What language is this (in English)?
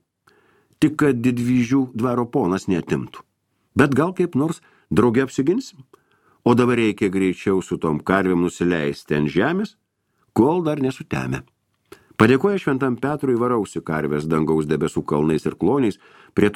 Lithuanian